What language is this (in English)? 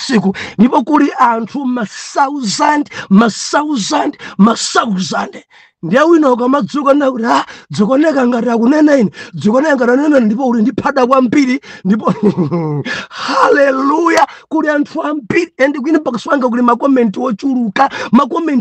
Nyanja